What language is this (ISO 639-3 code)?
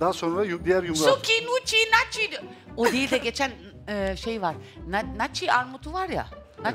tur